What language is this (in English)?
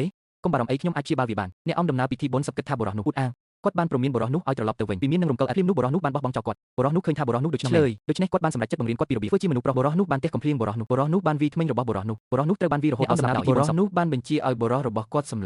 Khmer